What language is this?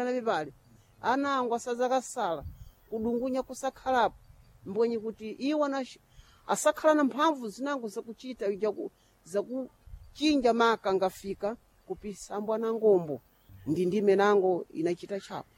Sena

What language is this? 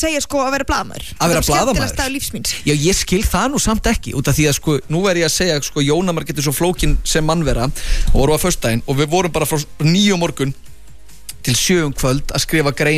Icelandic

